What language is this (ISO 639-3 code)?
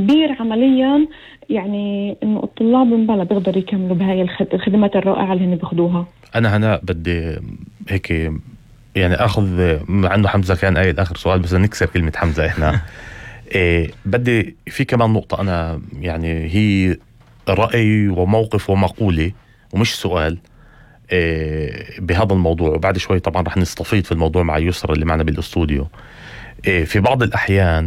apc